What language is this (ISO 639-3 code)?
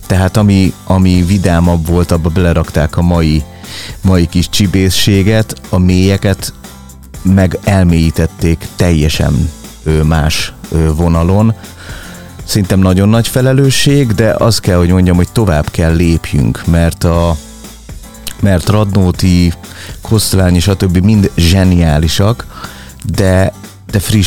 hun